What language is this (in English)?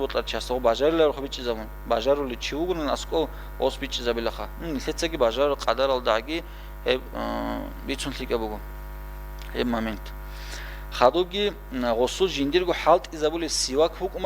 Avaric